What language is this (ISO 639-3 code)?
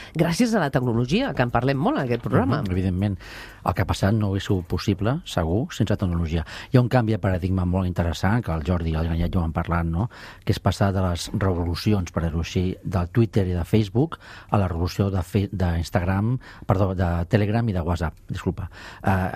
cat